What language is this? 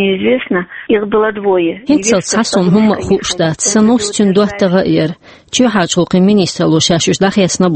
Chechen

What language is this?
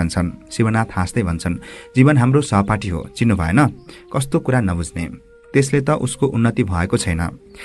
Nepali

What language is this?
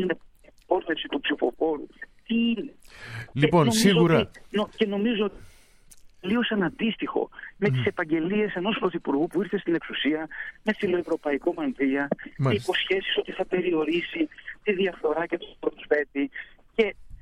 Greek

